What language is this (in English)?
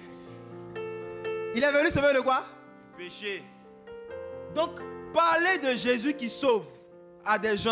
French